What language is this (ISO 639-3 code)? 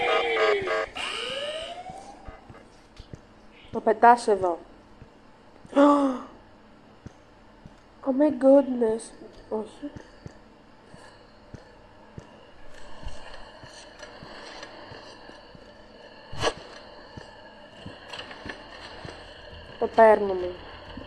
ell